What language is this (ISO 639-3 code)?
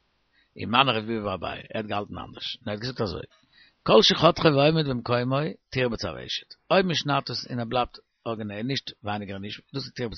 yid